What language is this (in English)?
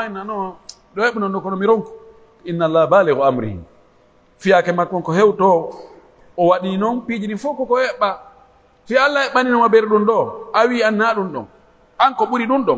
Pular